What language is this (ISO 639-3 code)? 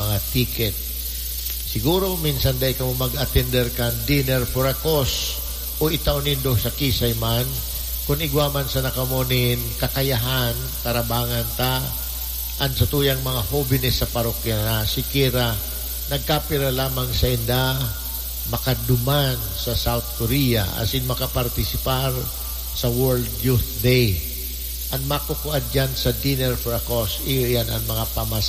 bik